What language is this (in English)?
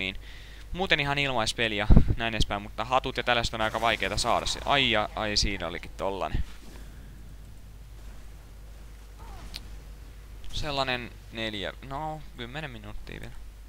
Finnish